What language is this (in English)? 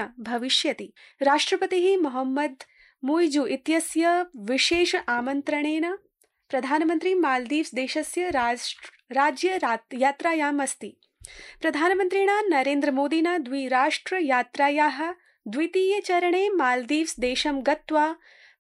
Sanskrit